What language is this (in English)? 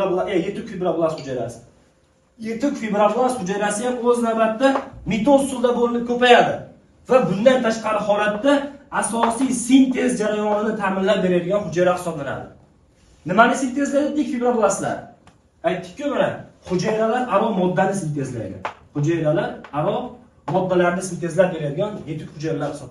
Uzbek